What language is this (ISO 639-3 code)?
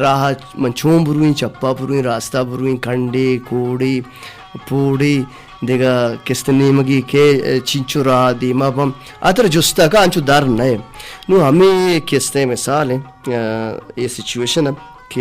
bal